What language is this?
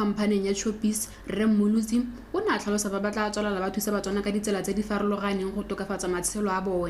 Tswana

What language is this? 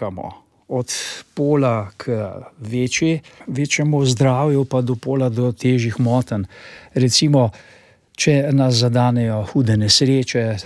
Slovenian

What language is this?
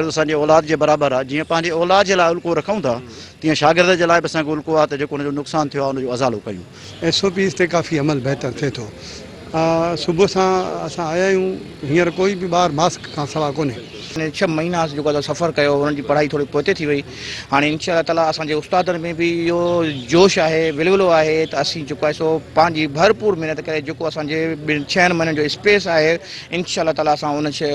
Sindhi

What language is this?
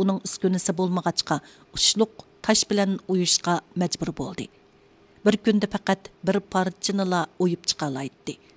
Uyghur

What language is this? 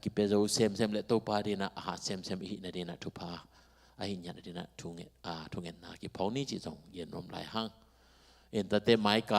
Tedim Chin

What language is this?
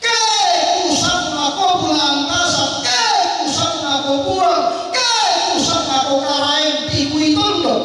Toraja-Sa'dan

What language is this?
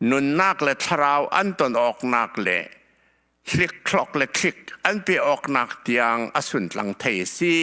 Hakha Chin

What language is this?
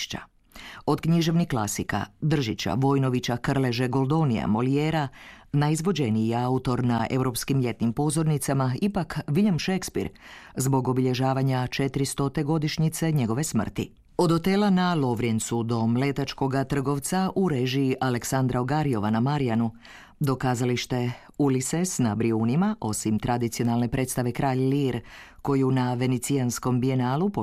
Croatian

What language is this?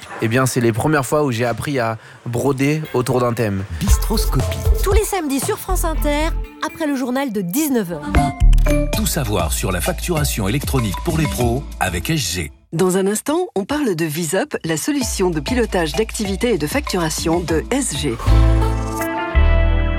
French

